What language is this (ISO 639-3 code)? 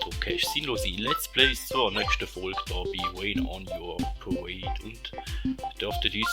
gsw